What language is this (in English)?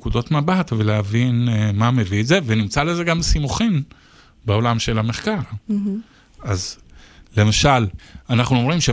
Hebrew